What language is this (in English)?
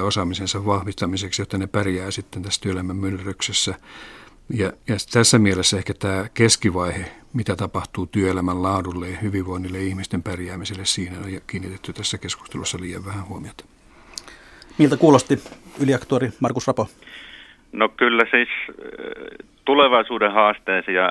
Finnish